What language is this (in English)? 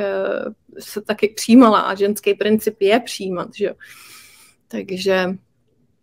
Czech